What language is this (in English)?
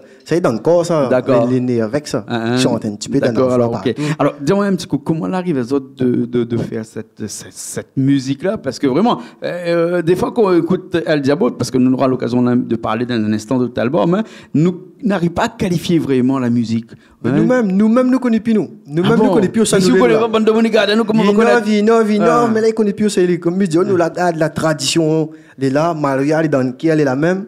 Réunion Creole French